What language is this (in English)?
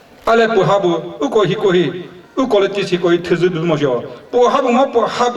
Chokri Naga